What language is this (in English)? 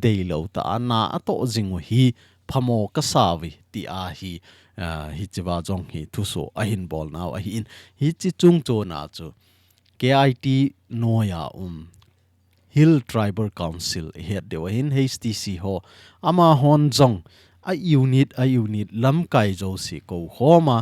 Thado Chin